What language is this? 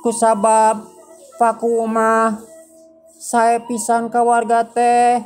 Sundanese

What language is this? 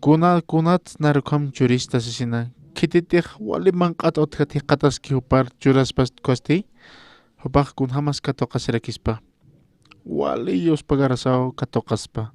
Aymara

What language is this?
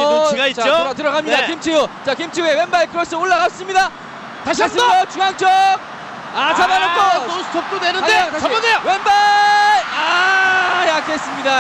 Korean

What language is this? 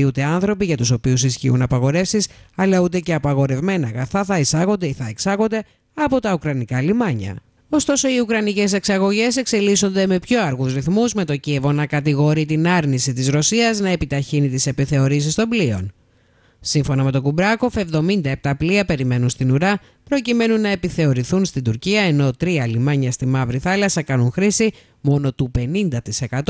Greek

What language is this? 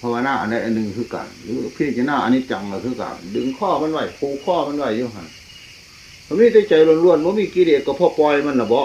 Northeastern Thai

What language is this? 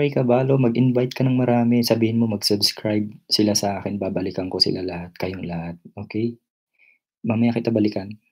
Filipino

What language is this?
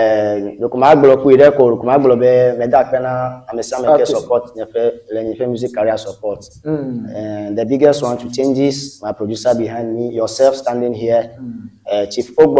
Ewe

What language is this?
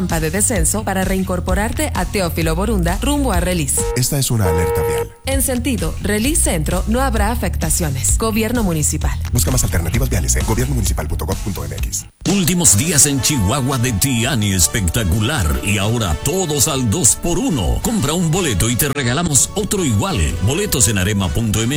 Spanish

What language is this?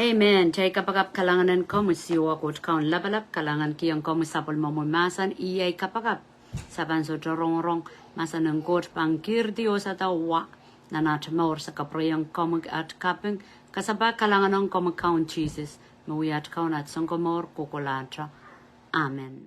Pohnpeian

